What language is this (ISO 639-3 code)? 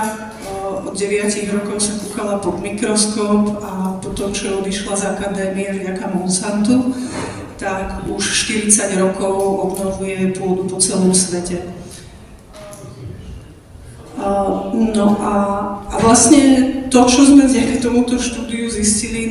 slk